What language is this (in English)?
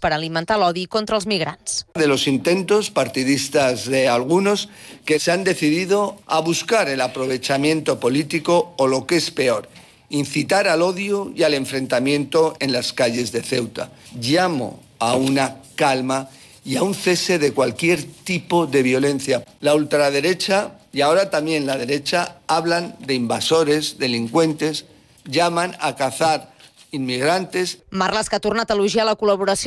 Catalan